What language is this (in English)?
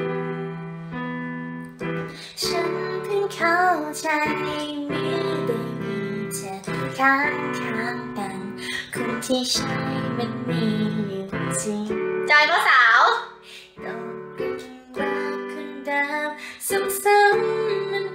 Thai